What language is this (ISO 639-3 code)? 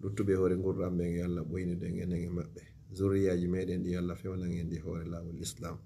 ful